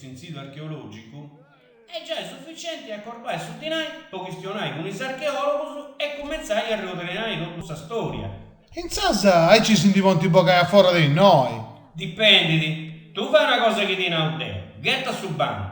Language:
Sardinian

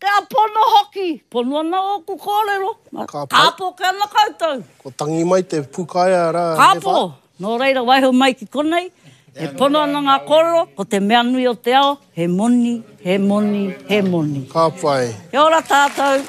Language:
Māori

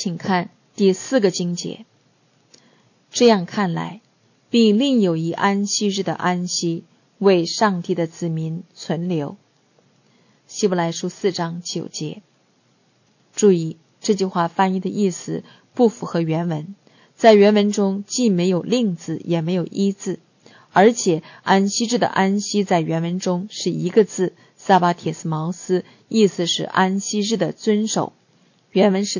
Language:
Chinese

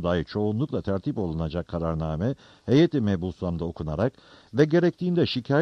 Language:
Turkish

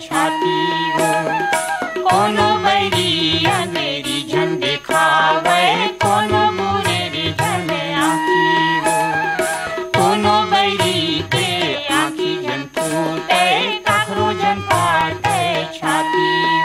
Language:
Chhattisgarhi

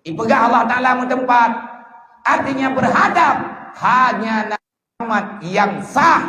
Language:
Achinese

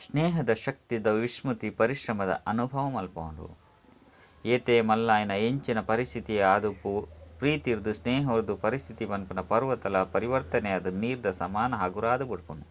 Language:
Tulu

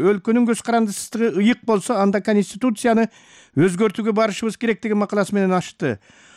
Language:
Kyrgyz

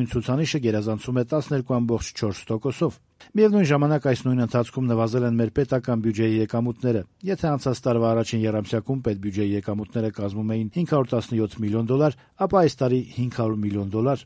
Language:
Armenian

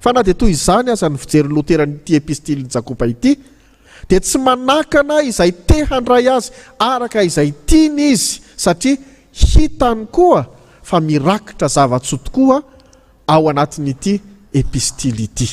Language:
Malagasy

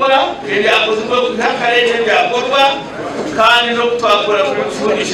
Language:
Nyankole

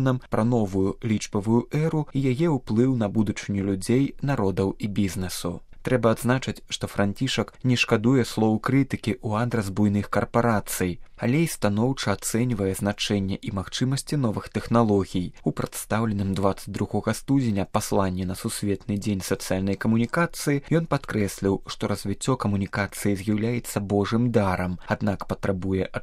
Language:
Belarusian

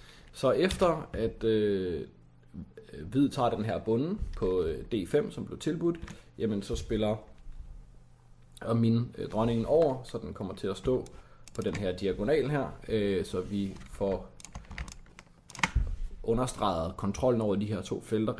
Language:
Danish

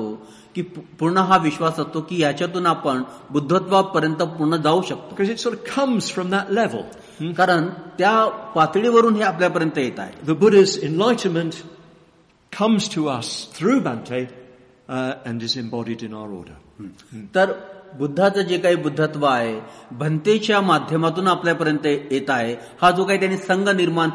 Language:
Marathi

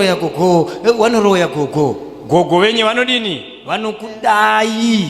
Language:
Shona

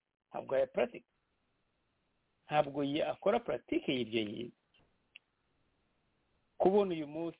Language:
Kinyarwanda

